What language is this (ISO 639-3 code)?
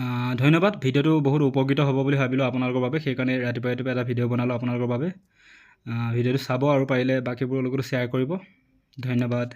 asm